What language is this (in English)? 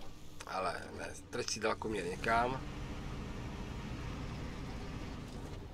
Czech